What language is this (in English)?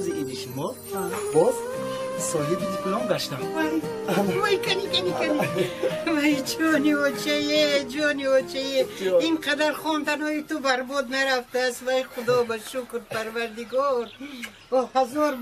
Tajik